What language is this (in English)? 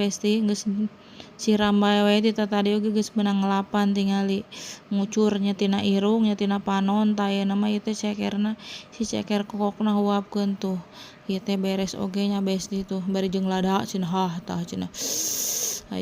Sundanese